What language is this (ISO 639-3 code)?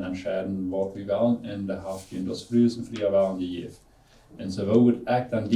pdt